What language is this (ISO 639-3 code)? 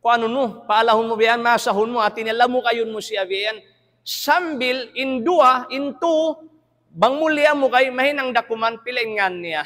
tsg